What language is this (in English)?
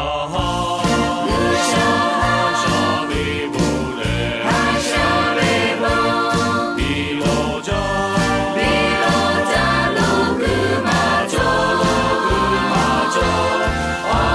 Lahu